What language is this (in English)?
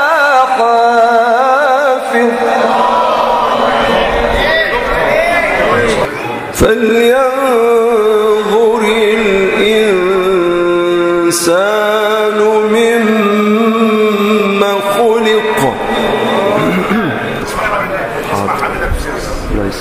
Arabic